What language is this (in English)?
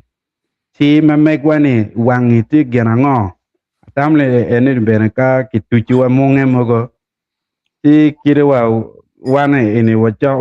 Acoli